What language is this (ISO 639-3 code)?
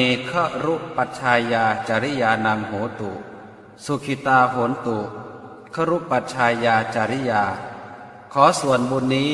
pli